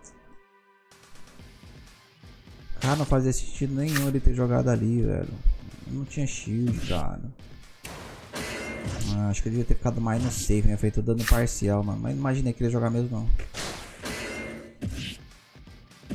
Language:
Portuguese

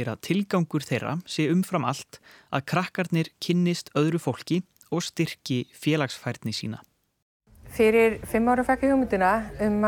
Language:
Icelandic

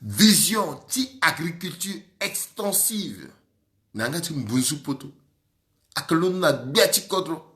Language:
Sango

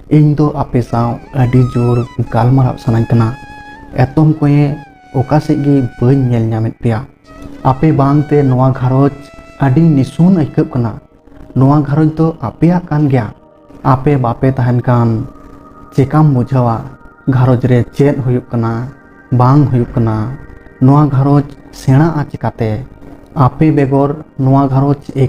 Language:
Santali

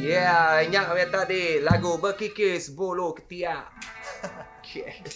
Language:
Iban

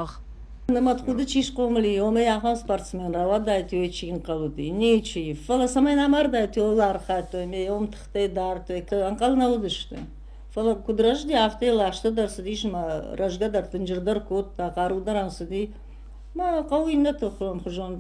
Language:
Ossetic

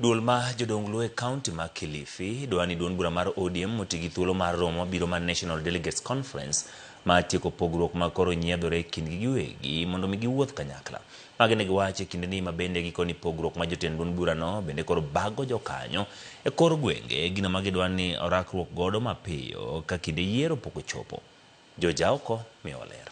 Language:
Luo (Kenya and Tanzania)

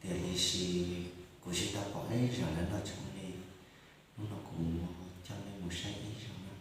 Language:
Hmong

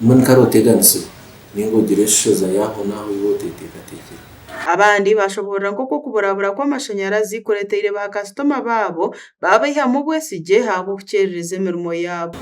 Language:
Nyankole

